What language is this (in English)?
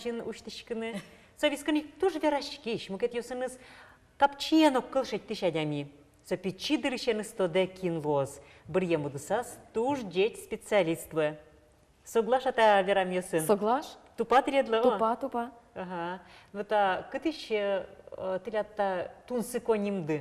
Udmurt